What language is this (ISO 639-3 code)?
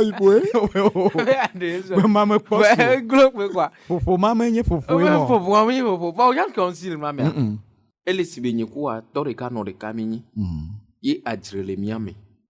ewe